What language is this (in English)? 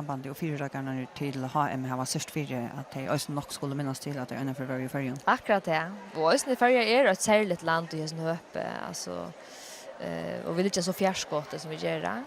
Faroese